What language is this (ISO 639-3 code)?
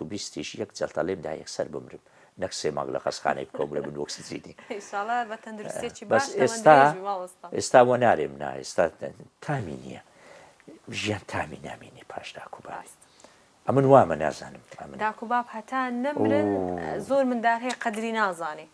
ckb